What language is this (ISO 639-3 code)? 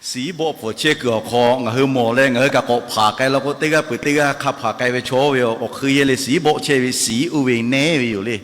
lhu